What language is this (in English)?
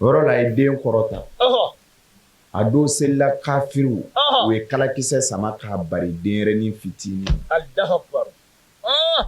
Bambara